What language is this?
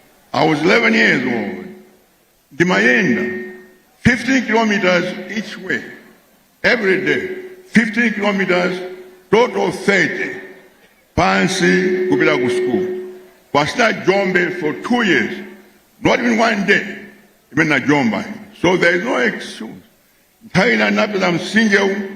Nyanja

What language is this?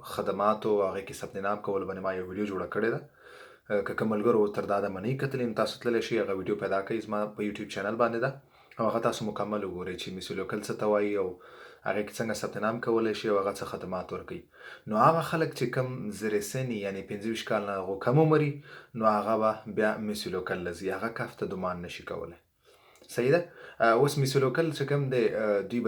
Pashto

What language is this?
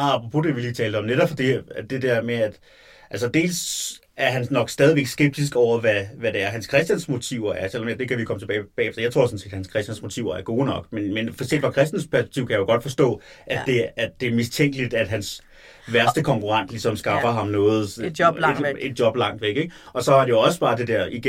Danish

